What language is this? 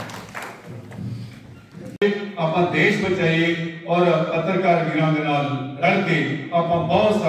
Punjabi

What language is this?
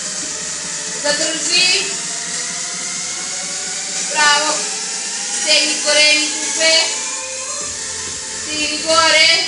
Serbian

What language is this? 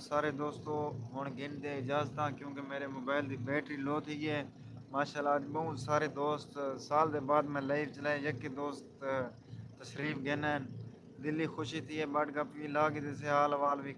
Saraiki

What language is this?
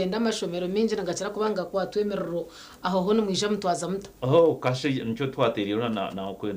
Nyankole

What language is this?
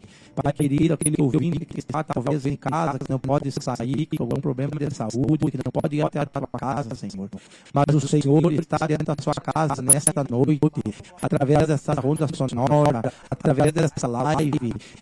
Portuguese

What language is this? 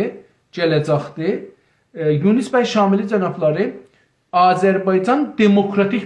South Azerbaijani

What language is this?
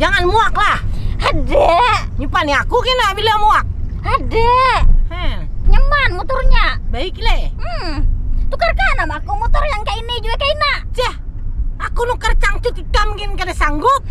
Banjar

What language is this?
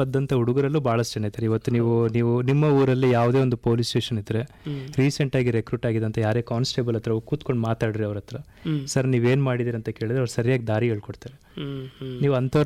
Kannada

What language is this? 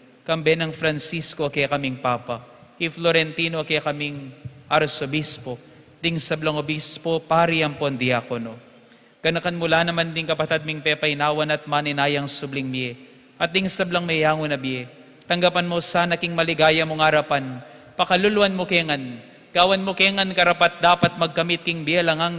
Pampanga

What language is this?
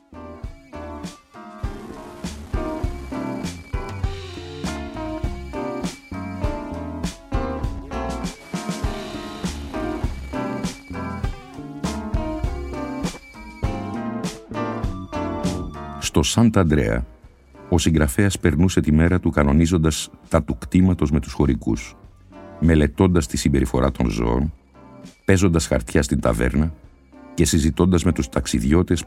Greek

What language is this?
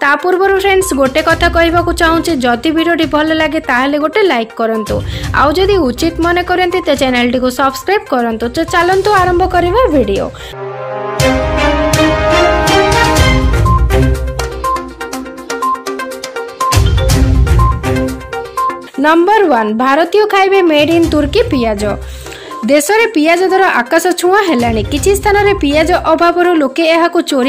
Odia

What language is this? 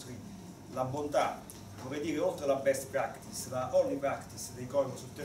Italian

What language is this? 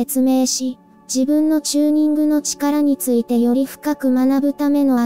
Japanese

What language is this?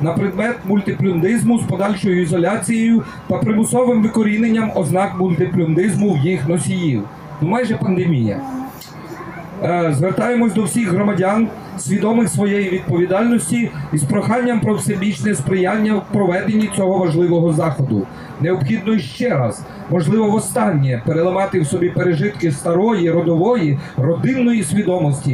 Ukrainian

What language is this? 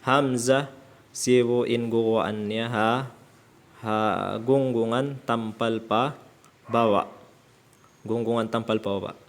Tausug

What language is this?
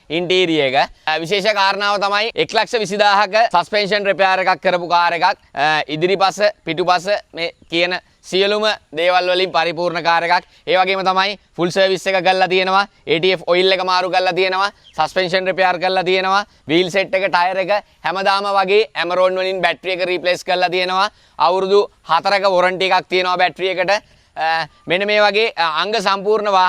Sinhala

